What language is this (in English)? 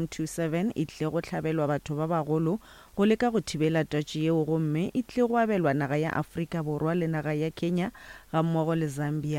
Northern Sotho